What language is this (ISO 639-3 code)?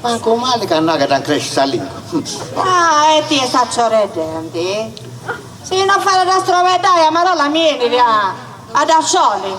srd